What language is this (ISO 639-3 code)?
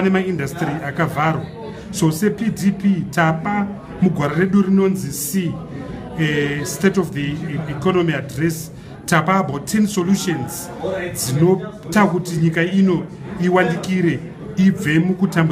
sna